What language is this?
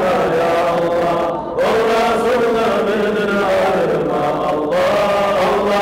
Kumyk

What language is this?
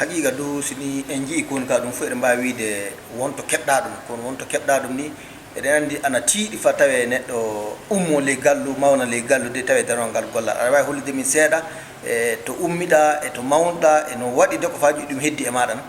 Fula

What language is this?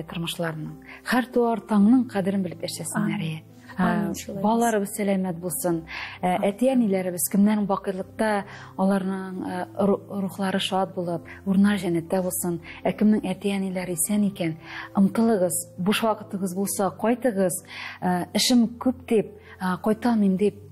Tatar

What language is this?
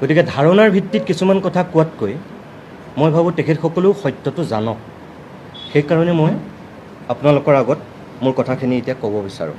Assamese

